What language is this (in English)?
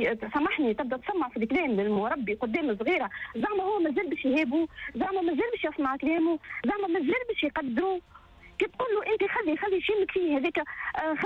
Tunisian Arabic